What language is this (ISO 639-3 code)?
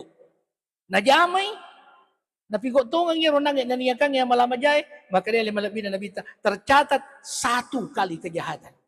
bug